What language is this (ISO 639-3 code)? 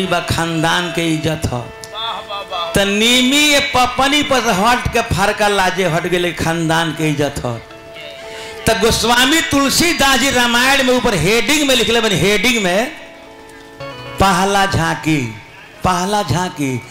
bho